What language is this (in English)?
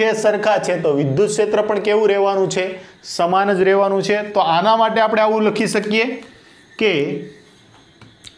Gujarati